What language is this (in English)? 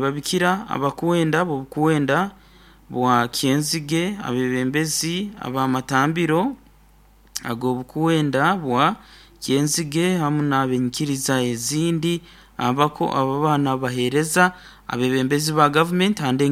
Nyoro